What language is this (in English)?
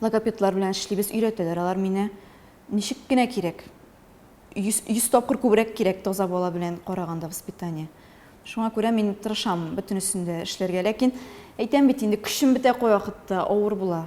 Tatar